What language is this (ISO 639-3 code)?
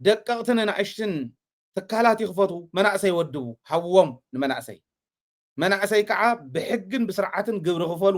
tir